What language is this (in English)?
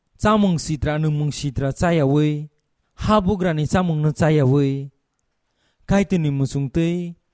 Kok Borok